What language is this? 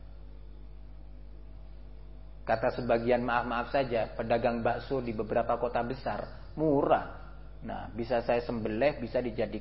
Indonesian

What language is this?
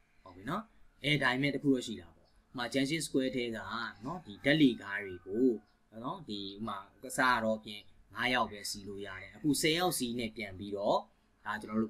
Burmese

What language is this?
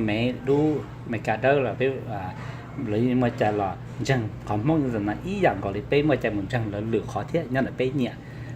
Hmong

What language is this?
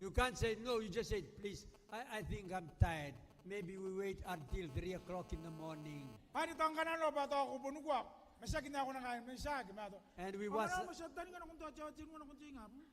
Gilbertese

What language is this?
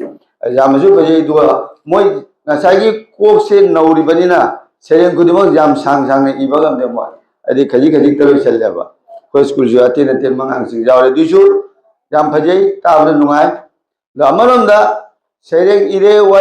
Manipuri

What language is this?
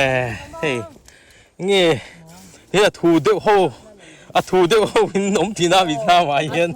Mizo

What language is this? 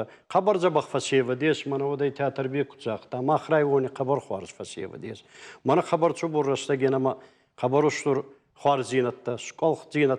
Ossetic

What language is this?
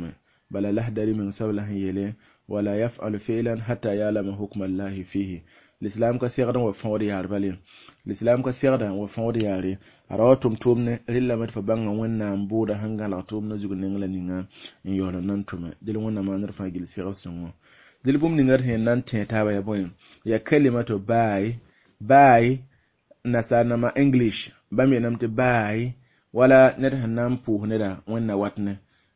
Mossi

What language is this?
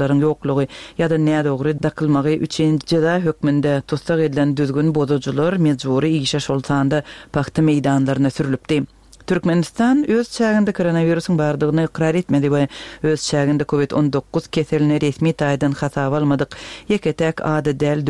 Turkmen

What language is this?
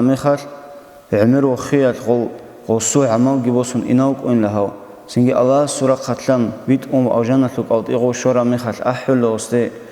Avaric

